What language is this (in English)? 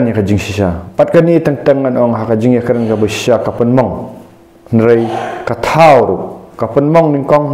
Khasi